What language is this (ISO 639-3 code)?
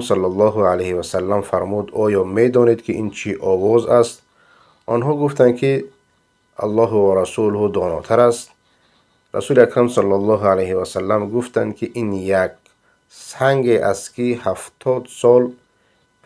fas